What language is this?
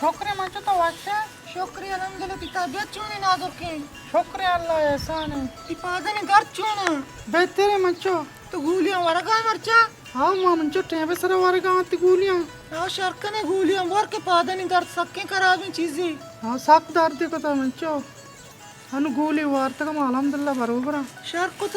Baluchi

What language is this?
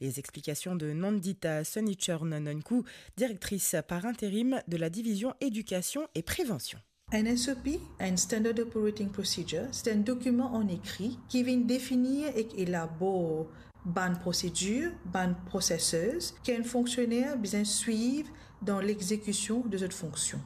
Morisyen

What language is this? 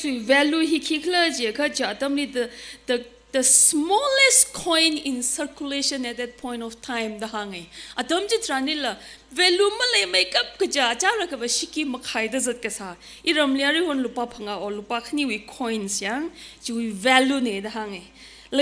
Tangkhul Naga (India)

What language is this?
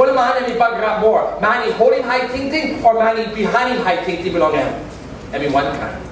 Tok Pisin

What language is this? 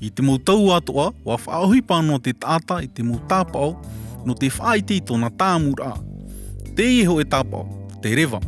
Tahitian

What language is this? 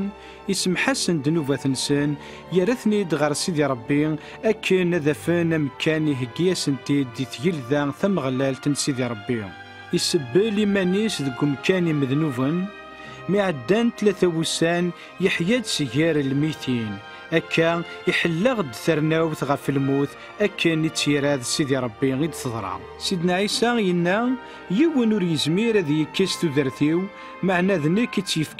Kabyle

